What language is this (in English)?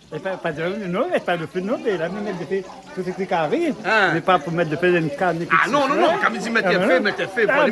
Réunion Creole French